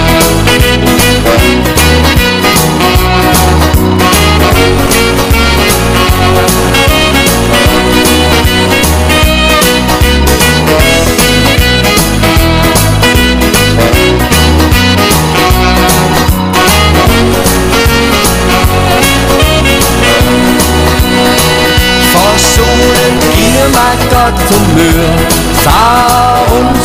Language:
Danish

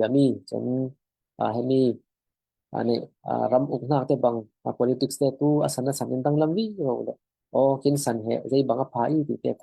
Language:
Falam Chin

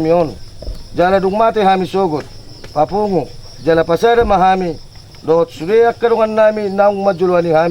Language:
Batak Toba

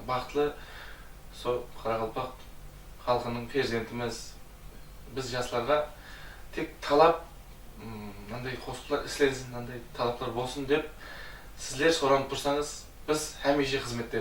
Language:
Kara-Kalpak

